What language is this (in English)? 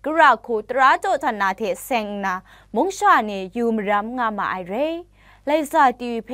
Kachin